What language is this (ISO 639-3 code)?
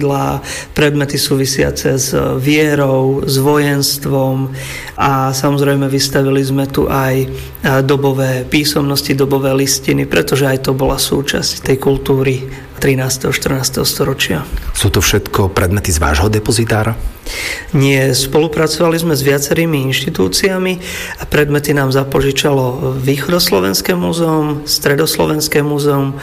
slk